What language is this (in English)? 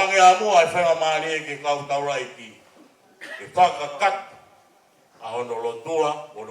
Tongan